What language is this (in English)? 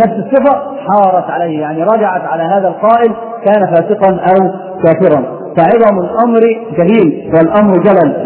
Arabic